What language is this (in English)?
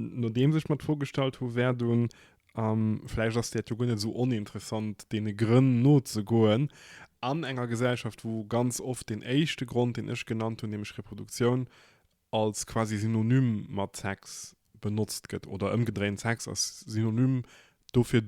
Luxembourgish